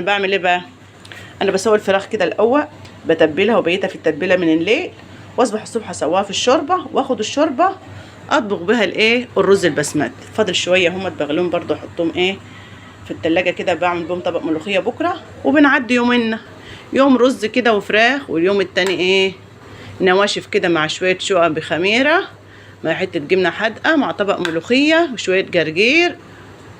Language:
Egyptian Arabic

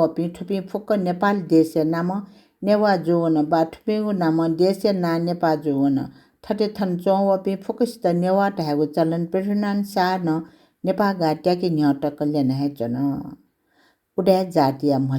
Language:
Newari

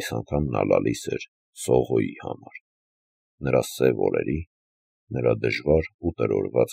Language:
Armenian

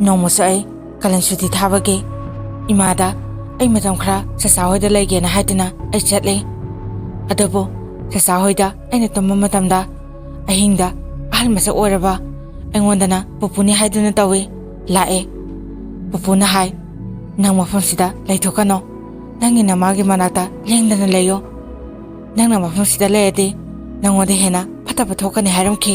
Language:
Manipuri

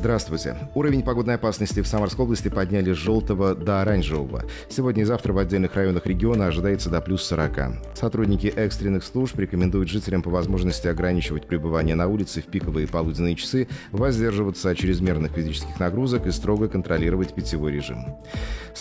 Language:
Russian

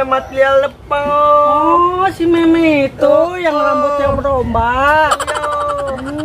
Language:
Betawi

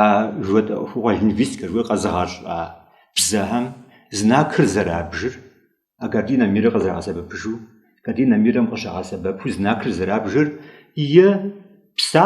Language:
Kabardian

